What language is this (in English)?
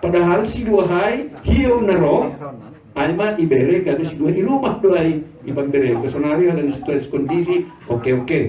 Batak Simalungun